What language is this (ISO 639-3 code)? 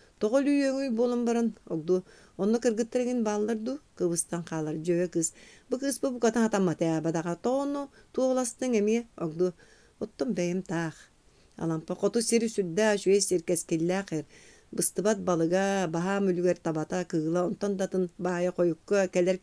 sah